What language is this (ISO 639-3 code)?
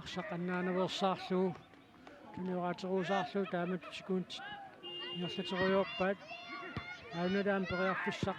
kal